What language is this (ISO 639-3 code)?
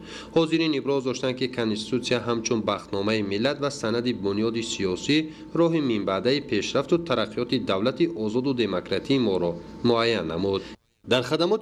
tgk